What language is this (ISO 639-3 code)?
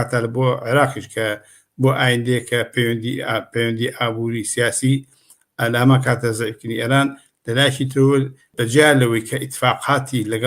ckb